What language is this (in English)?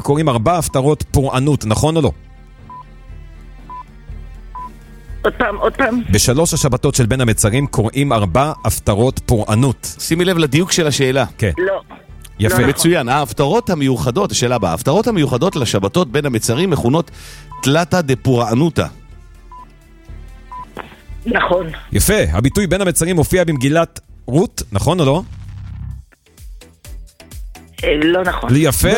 Hebrew